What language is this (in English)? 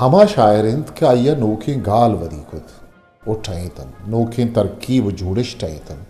Eastern Balochi